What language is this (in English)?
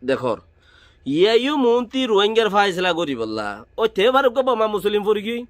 Rohingya